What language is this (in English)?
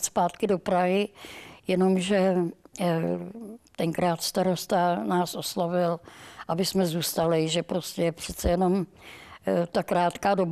Czech